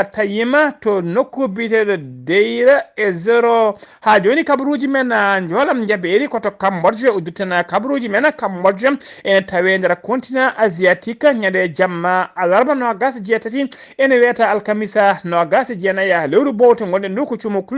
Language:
Fula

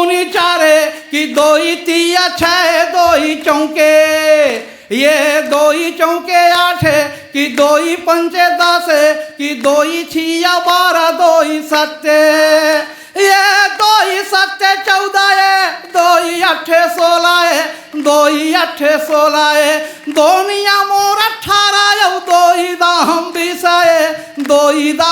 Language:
Chhattisgarhi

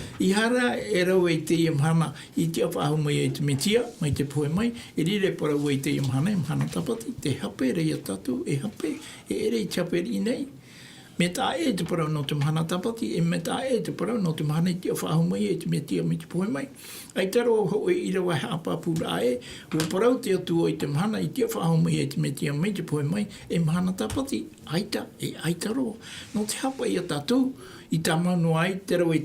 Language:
Tahitian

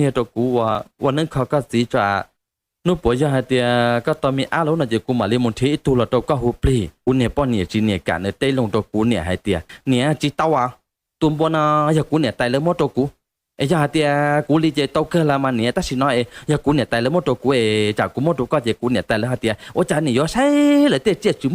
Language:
Hmong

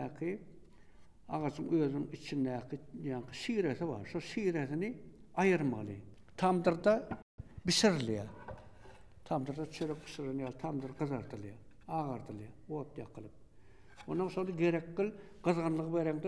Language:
Turkmen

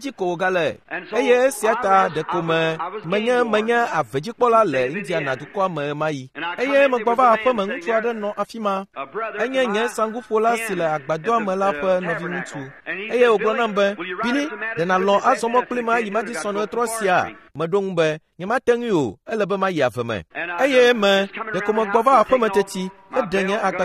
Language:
Ewe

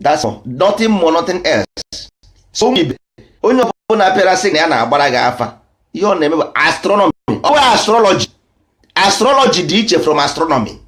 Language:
Igbo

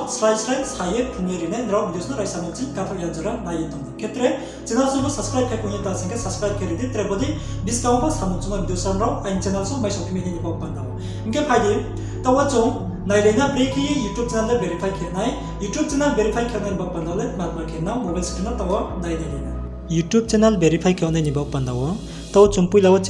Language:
Riang (India)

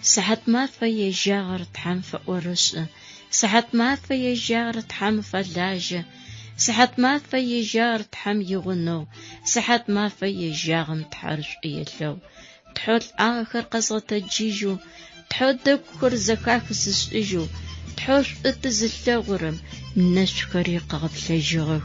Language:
Adyghe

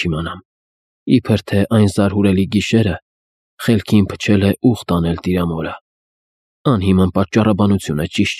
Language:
Armenian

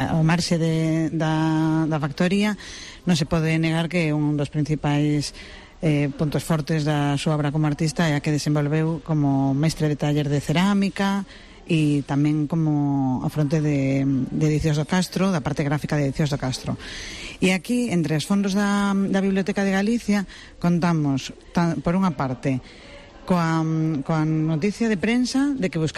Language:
Galician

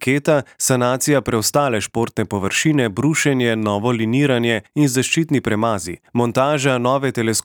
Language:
Slovenian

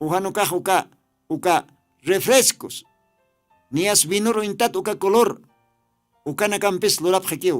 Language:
Aymara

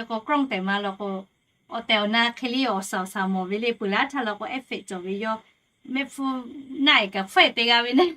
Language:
Lahu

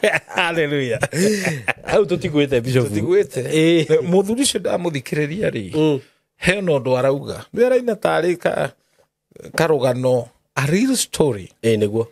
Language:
Kikuyu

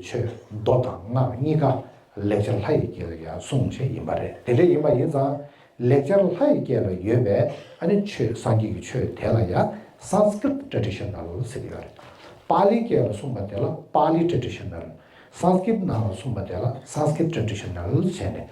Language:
Tibetan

